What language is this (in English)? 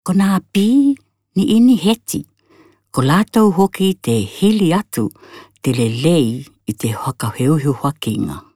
Tokelau